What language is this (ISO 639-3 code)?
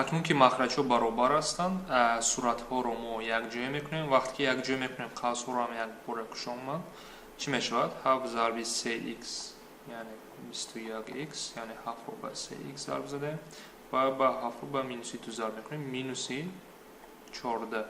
tgk